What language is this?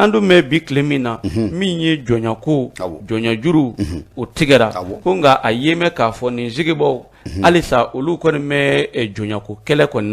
Bambara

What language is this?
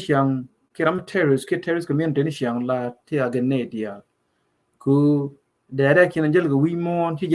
Nuer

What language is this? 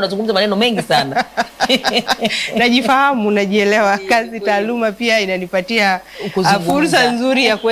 Swahili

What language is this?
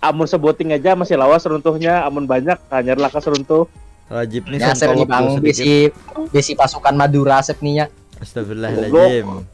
Banjar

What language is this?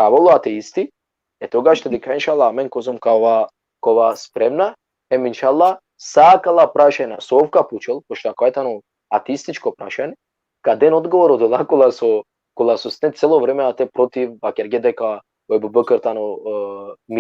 Balkan Romani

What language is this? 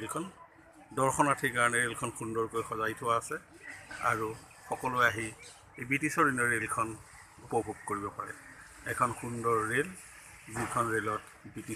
Assamese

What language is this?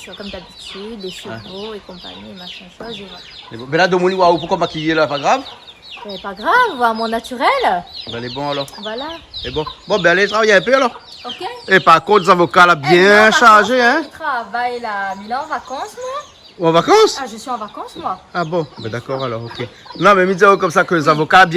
Réunion Creole French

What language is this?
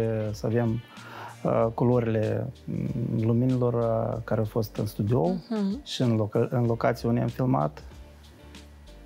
Romanian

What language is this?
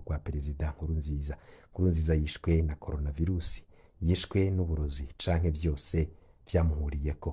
Rundi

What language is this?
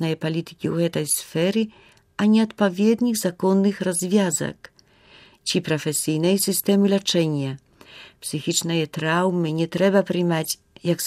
Belarusian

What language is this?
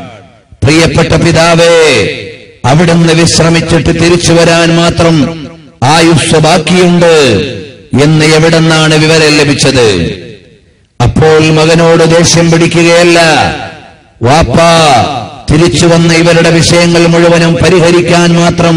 Malayalam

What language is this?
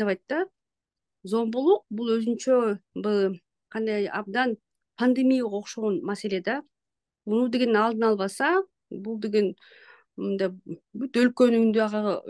Kyrgyz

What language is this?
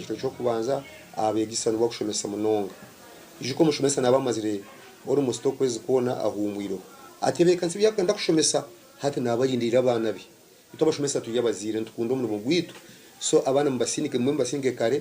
Nyankole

